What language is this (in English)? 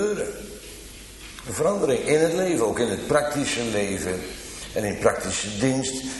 Dutch